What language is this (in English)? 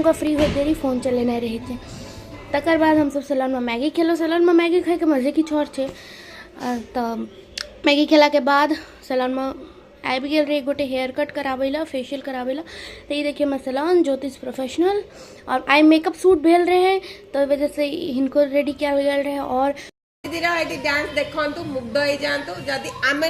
Maithili